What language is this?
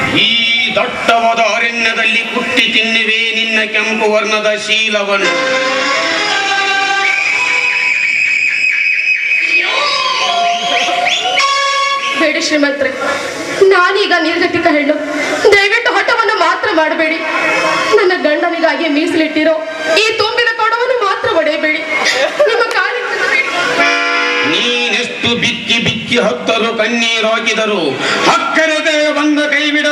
Kannada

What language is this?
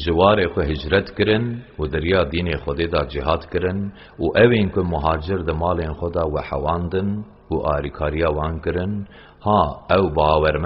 Kurdish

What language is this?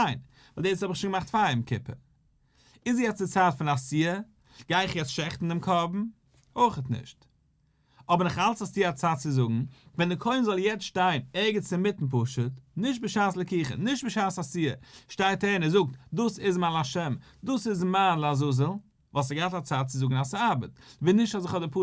Yiddish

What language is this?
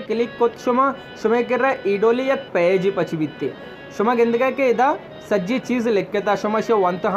Baluchi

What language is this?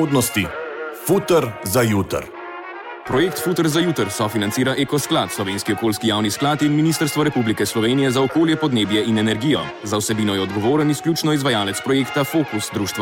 Slovenian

